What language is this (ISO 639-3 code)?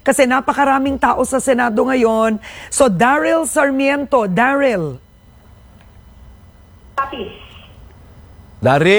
fil